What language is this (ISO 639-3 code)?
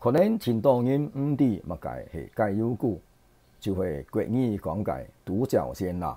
hak